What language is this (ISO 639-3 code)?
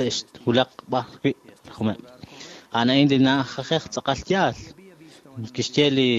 kek